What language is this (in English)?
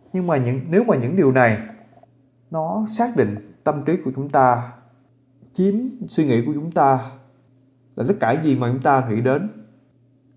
Vietnamese